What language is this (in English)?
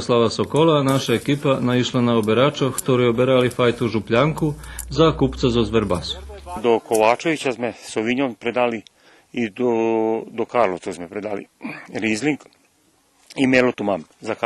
Rusyn